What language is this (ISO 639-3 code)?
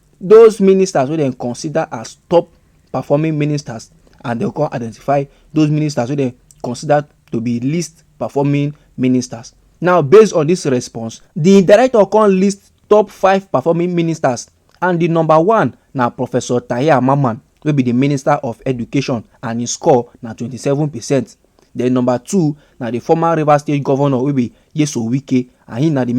pcm